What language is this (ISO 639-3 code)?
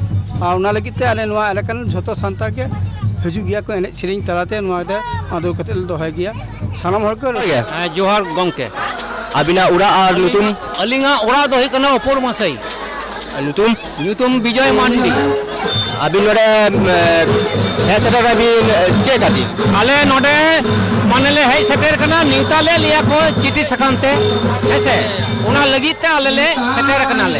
sat